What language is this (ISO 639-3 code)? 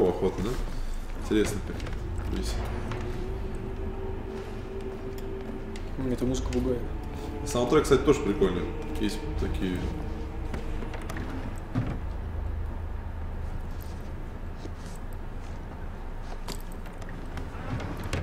rus